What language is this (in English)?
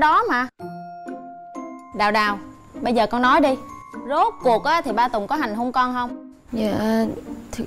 Vietnamese